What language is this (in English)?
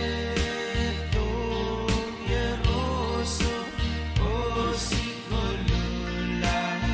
Pohnpeian